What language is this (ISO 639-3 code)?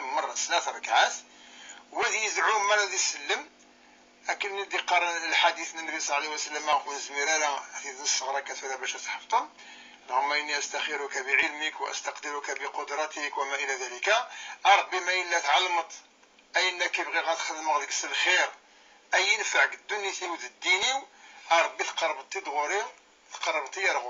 kab